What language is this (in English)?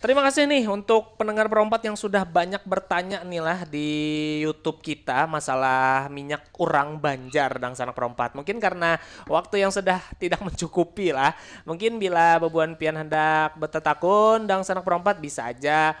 Banjar